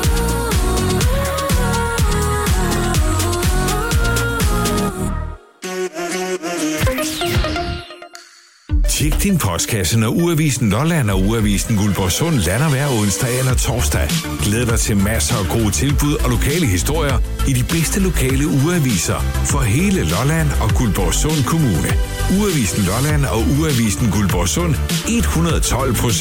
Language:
Danish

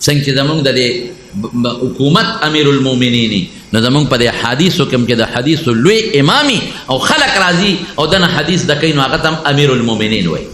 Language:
Pashto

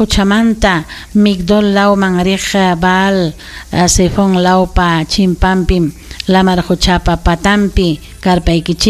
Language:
Ayacucho Quechua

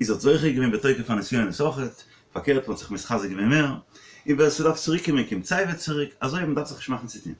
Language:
Yiddish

